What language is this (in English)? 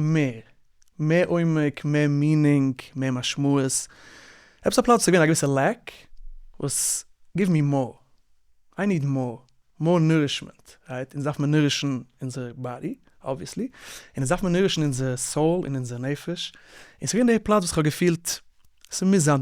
Yiddish